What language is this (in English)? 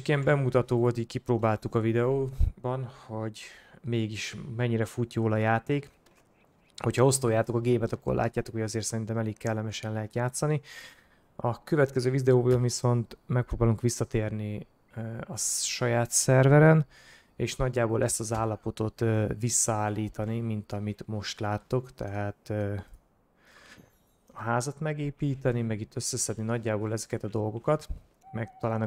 Hungarian